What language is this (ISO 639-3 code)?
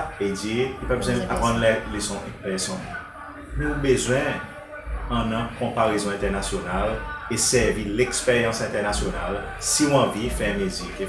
crs